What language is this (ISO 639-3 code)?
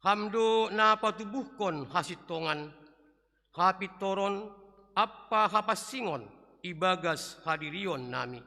bts